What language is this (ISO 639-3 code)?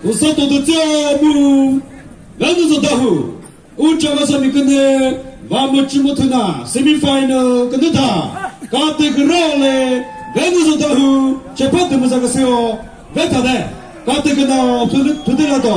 nri